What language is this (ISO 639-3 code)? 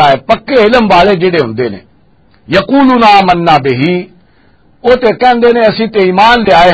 lah